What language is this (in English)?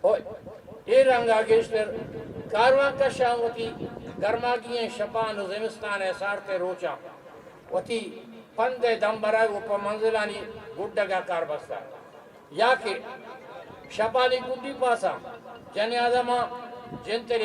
Eastern Balochi